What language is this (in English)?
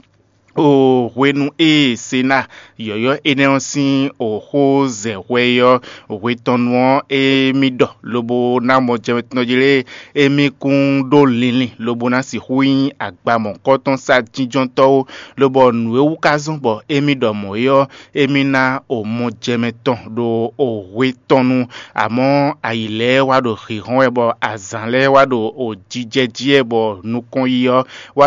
Fon